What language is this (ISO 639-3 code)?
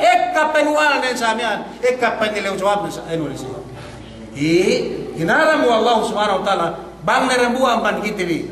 yka